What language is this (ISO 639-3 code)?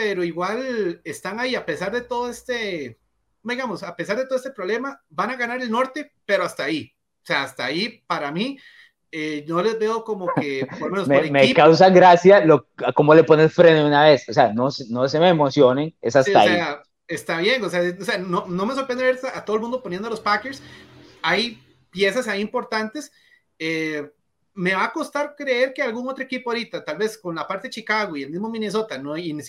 spa